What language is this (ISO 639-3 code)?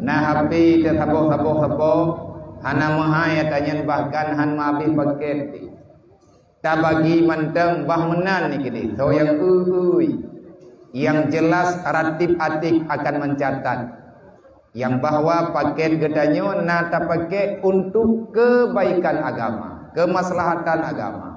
ace